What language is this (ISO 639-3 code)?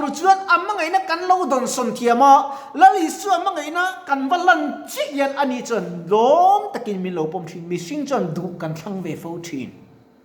lus